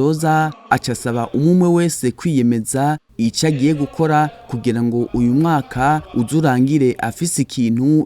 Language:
Rundi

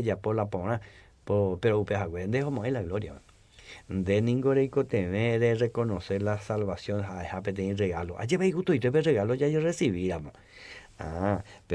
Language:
Guarani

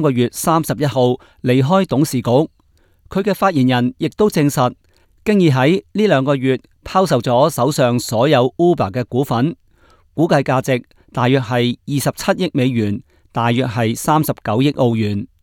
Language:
Cantonese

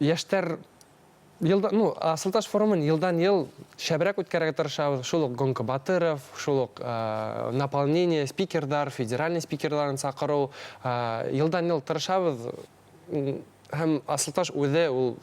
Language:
Bashkir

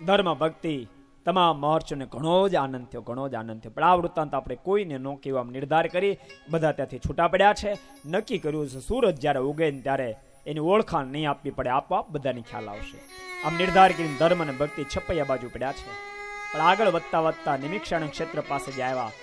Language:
Gujarati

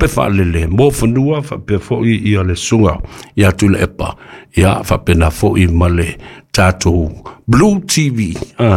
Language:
Samoan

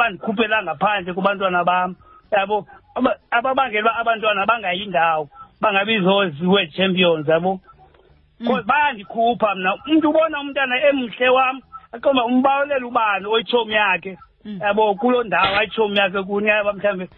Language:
Xhosa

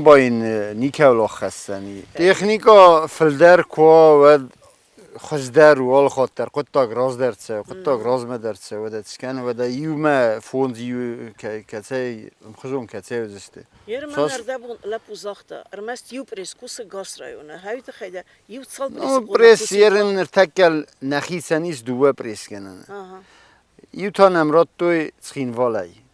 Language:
Ossetic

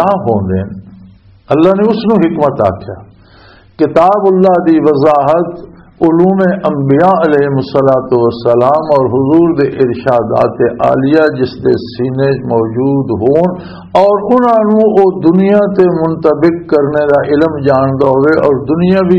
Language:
Western Panjabi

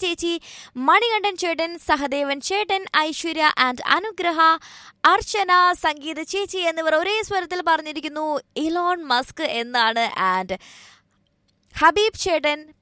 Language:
Malayalam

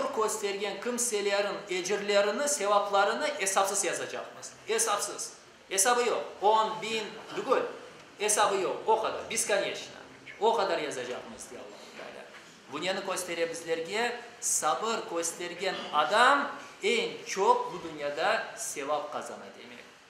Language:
Crimean Tatar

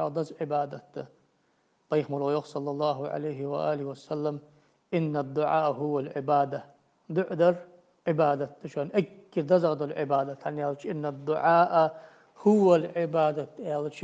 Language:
Ingush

